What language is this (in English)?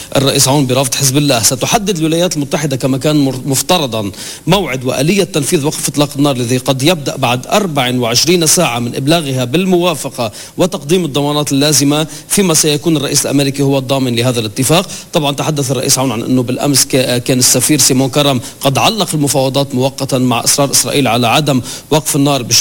Arabic